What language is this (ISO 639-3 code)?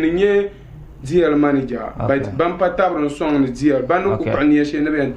dag